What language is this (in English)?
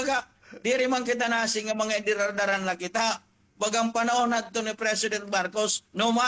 Waray